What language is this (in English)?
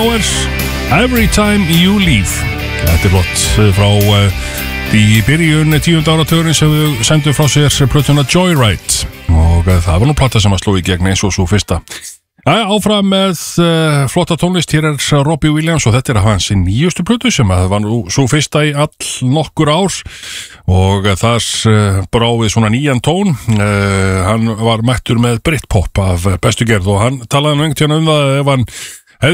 Icelandic